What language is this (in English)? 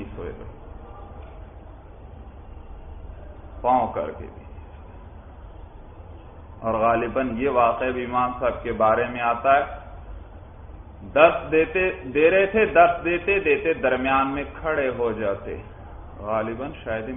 Urdu